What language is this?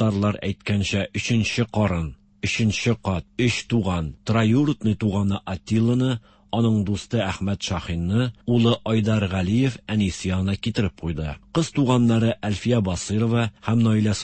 Tatar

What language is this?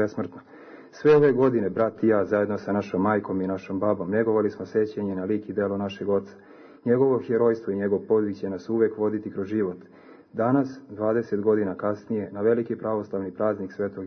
Serbian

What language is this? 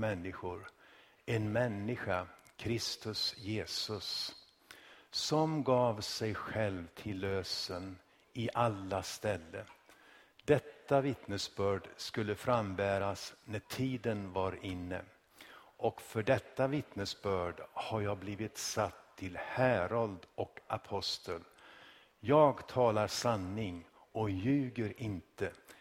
Swedish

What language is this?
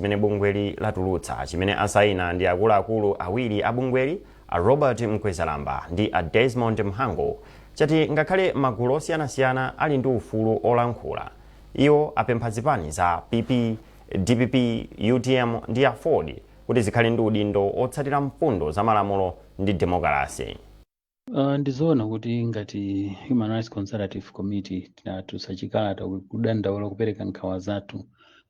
Nyanja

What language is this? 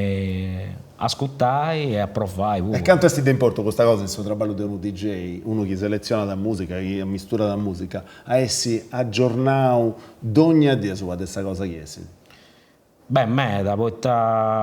Sardinian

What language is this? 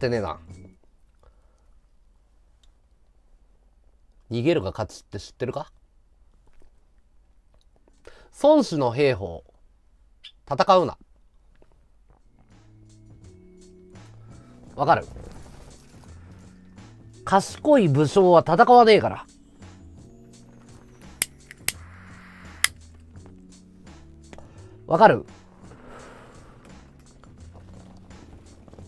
Japanese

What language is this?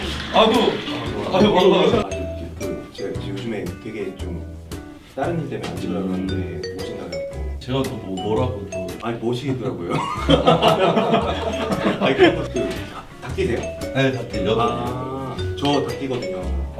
Korean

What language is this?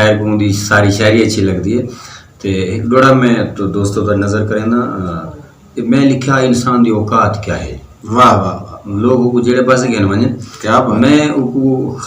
Saraiki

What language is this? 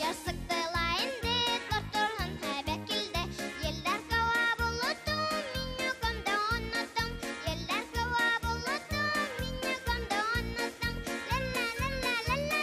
Bashkir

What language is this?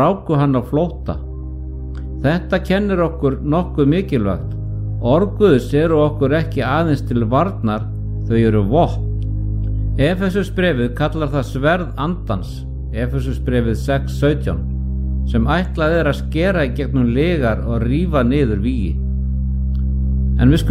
Icelandic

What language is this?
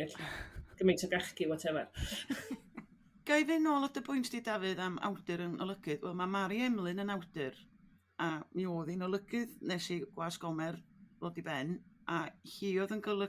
Welsh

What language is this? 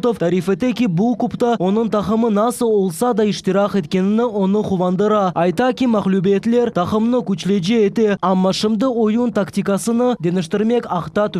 Crimean Tatar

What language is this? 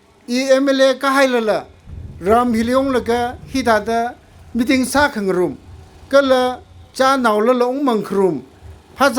Tangkhul Naga (India)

